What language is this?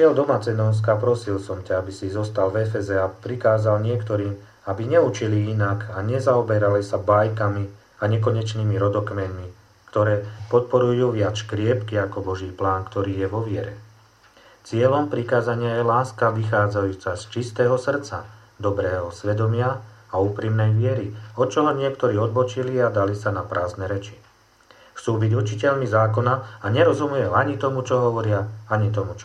Slovak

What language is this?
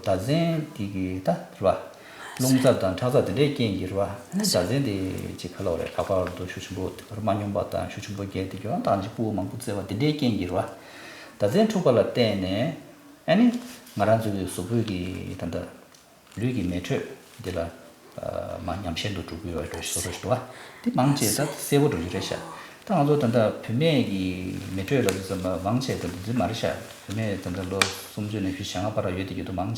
Tibetan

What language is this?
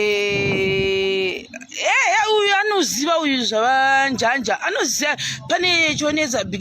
Shona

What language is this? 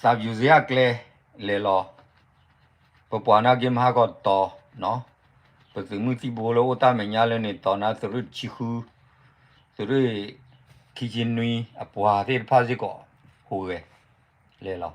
S'gaw Karen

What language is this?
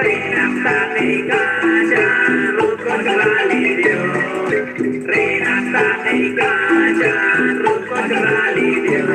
Kekchí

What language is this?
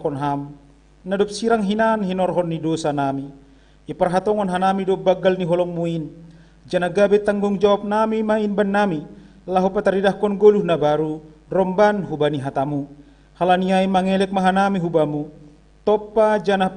Batak Simalungun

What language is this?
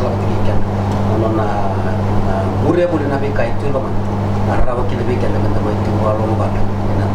Fijian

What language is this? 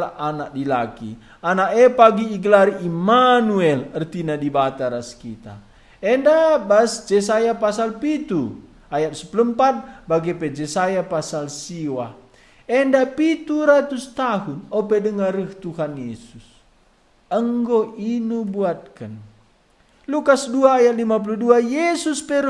Batak Karo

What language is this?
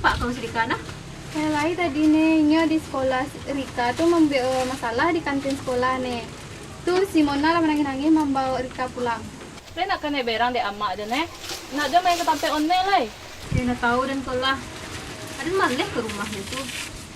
Minangkabau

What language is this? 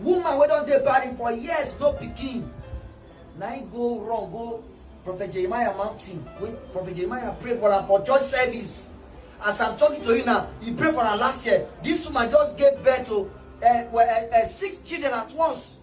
Nigerian Pidgin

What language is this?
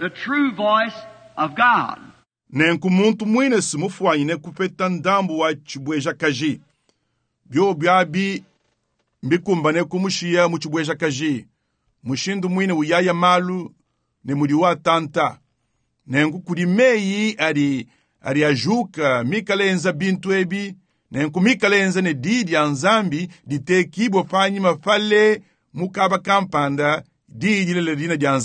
Luba-Lulua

